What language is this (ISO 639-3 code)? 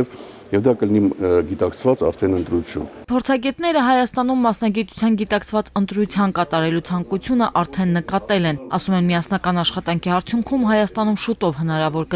hye